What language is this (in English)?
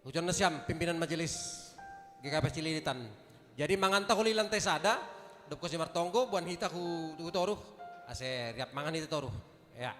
Batak Simalungun